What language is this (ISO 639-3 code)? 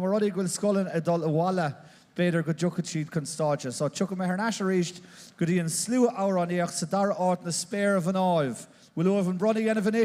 gle